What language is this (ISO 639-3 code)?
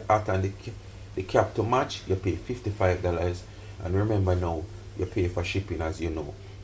jam